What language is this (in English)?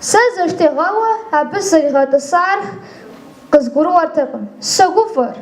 Kabardian